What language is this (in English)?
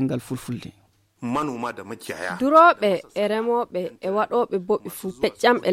Fula